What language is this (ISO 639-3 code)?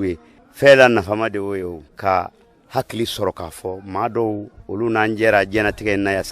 bam